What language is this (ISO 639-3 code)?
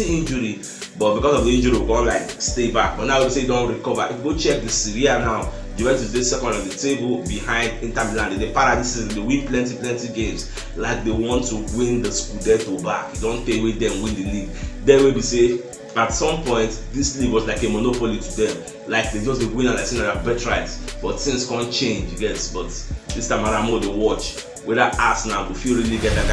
pcm